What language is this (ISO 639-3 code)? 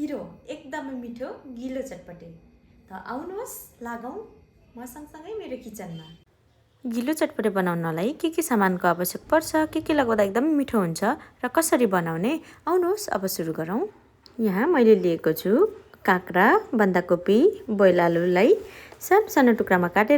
nep